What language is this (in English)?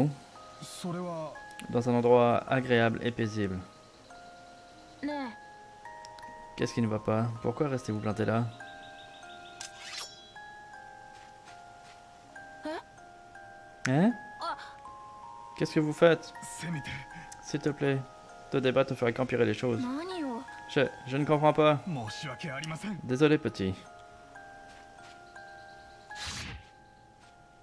French